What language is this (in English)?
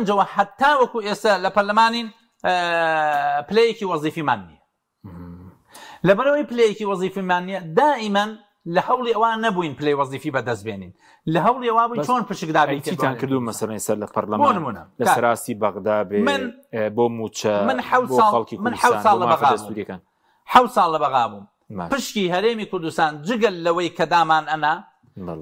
Central Kurdish